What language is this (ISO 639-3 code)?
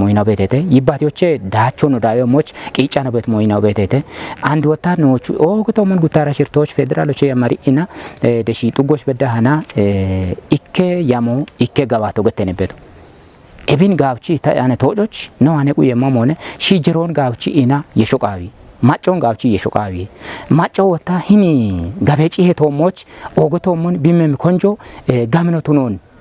kbr